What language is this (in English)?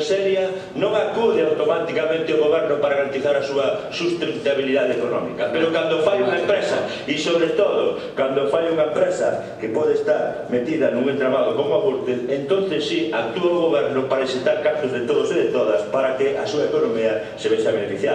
Galician